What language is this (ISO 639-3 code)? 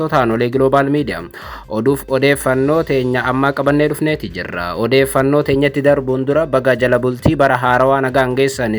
orm